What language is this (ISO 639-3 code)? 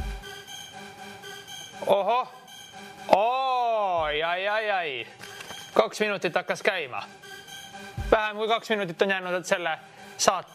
est